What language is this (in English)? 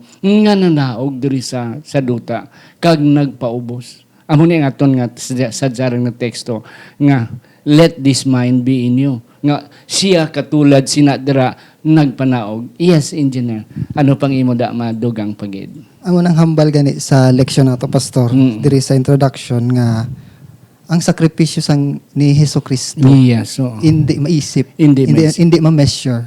Hiligaynon